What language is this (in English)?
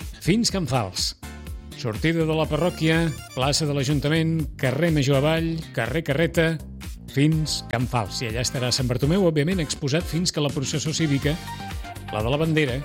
Catalan